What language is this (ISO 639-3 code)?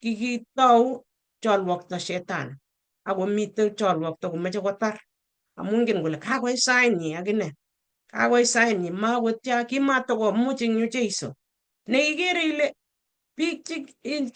kln